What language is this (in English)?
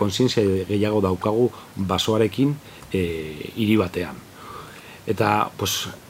Basque